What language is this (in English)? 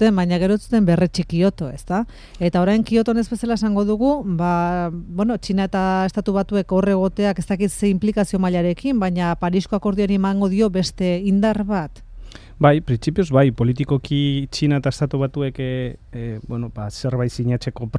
Basque